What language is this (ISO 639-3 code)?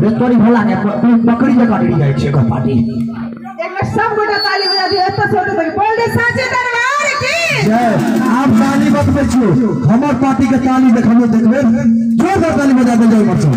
mai